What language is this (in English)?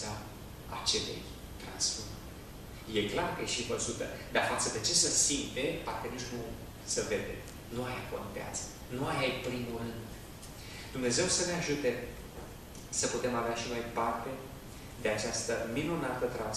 Romanian